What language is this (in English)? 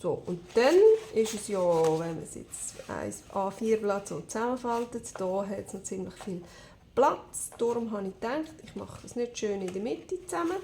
Swiss German